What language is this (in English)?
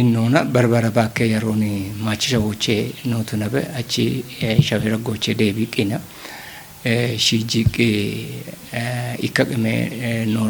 Kafa